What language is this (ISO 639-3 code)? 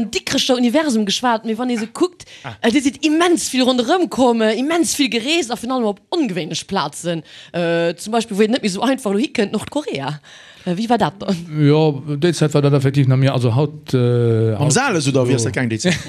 ltz